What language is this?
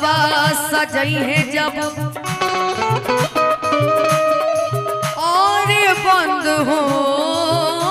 Bhojpuri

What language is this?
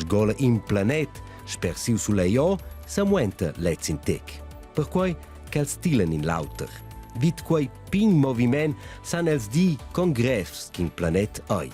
Romansh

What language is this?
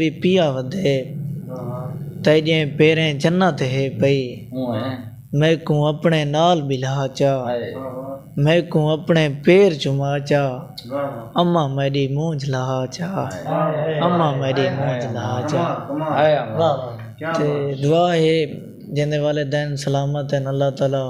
Saraiki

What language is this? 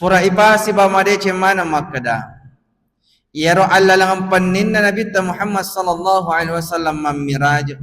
Buginese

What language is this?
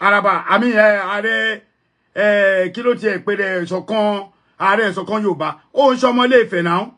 Yoruba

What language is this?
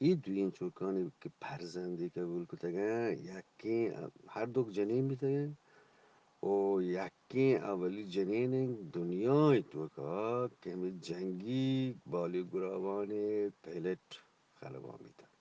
Eastern Balochi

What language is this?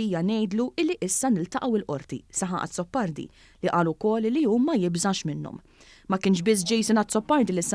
Maltese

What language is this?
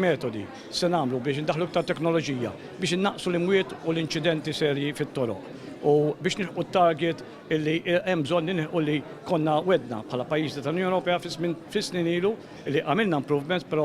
Maltese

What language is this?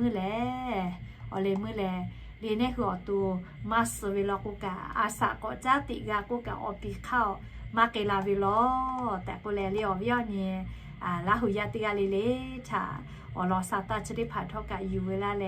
Lahu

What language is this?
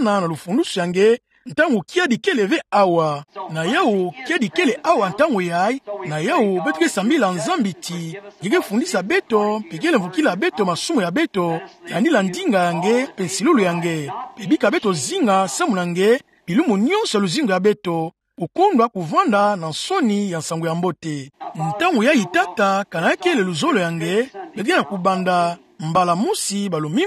Kituba (Democratic Republic of Congo)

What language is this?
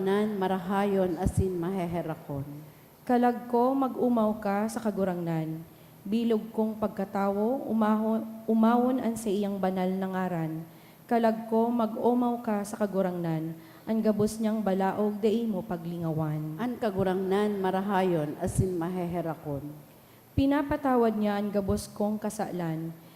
Bikol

